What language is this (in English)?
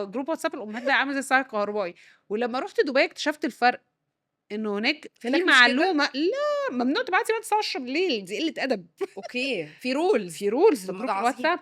Egyptian Arabic